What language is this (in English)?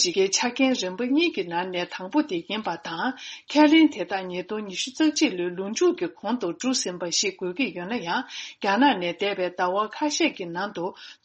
Tibetan